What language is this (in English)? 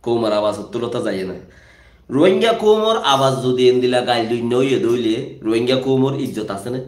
Rohingya